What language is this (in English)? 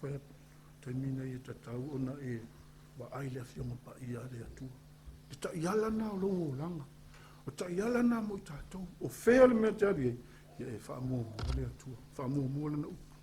Samoan